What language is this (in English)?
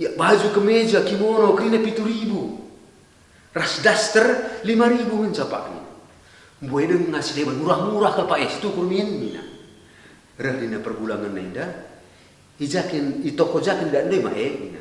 Batak Karo